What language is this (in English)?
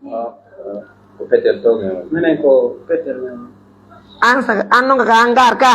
Pular